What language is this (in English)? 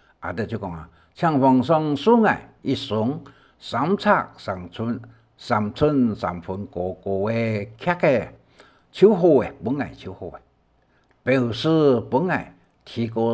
Hakka Chinese